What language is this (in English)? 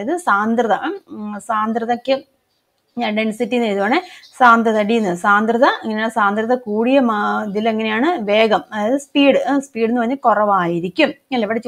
Malayalam